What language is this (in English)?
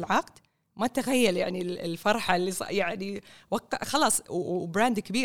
Gulf Arabic